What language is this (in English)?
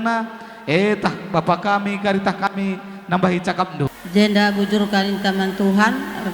Batak Karo